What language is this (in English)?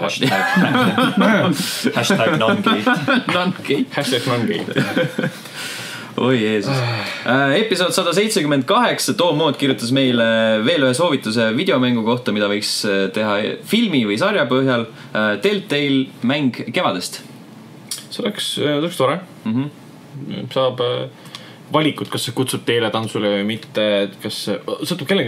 Estonian